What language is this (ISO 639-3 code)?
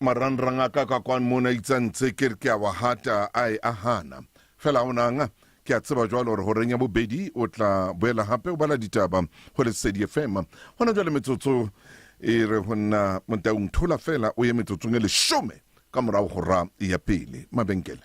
sot